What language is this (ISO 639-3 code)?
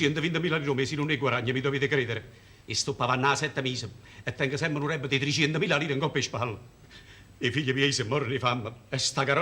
nap